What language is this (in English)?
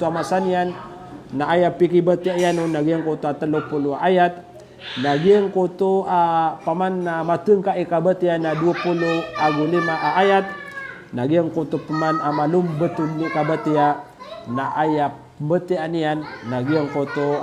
Maranao